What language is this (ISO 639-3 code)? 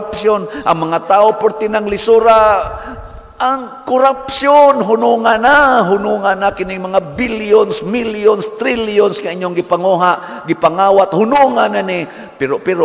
ceb